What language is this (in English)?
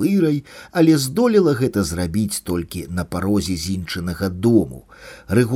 Belarusian